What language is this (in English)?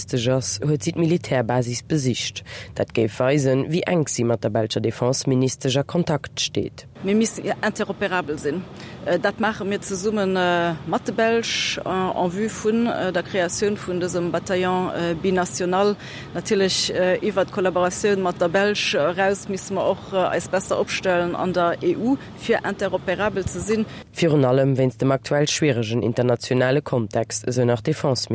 Luxembourgish